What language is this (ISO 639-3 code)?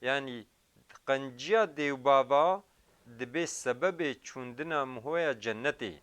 kur